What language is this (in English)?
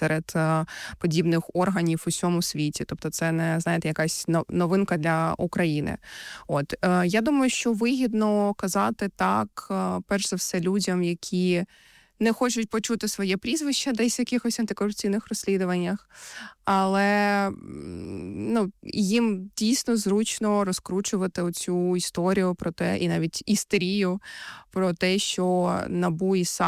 Ukrainian